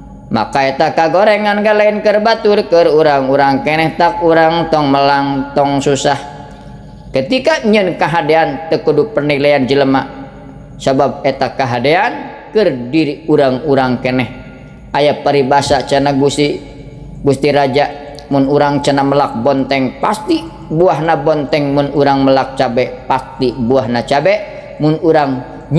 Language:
Sundanese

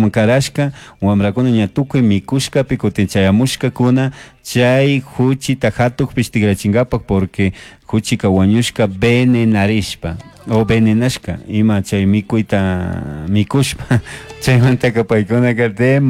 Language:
Chimborazo Highland Quichua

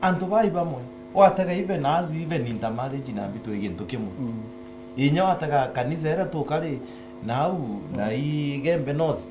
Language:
Meru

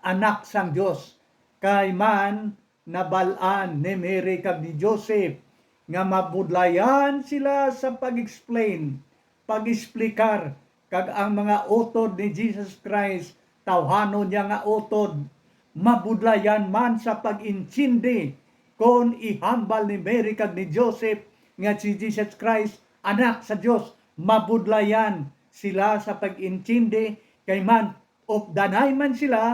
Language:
Hiligaynon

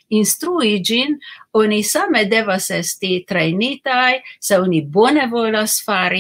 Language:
Esperanto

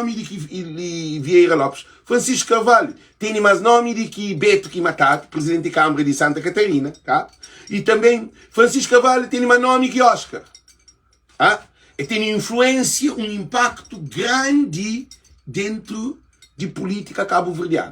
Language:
Kabuverdianu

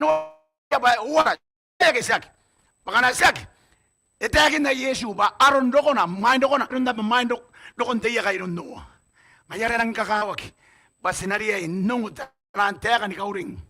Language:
Gilbertese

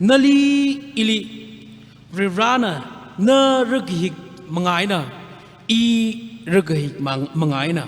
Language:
Tangkhul Naga (India)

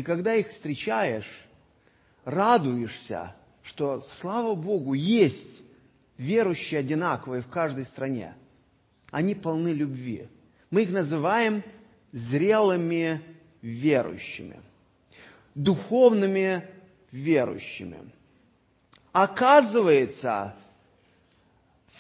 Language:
Russian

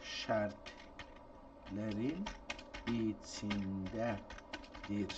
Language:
South Azerbaijani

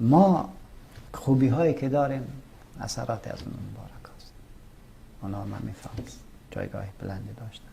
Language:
Persian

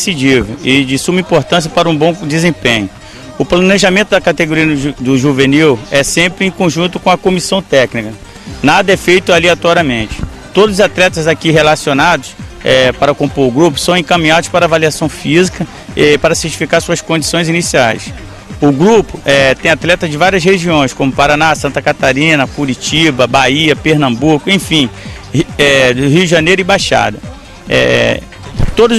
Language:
Portuguese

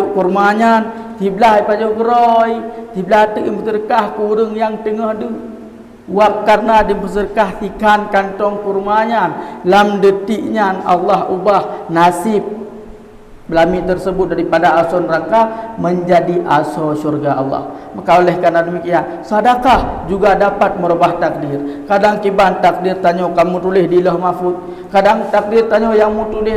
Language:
Achinese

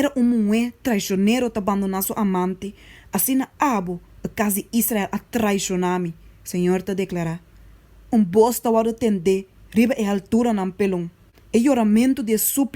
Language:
Papiamento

